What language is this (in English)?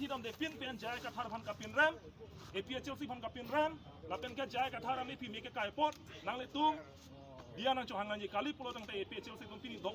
Karbi